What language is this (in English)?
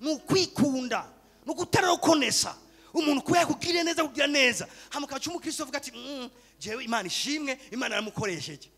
Rundi